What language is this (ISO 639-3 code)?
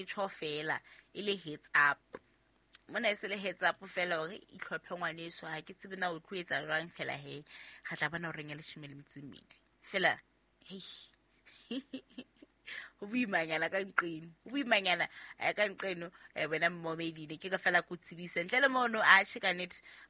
sot